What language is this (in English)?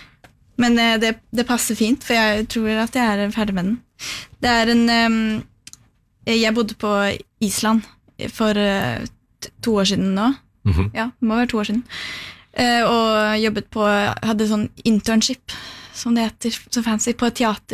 Norwegian